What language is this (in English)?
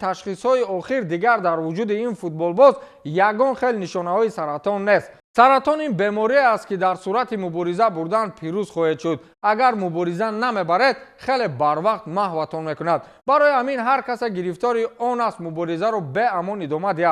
Tajik